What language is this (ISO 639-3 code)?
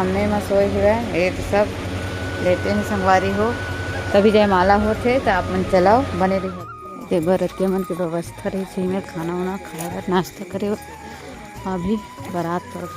hne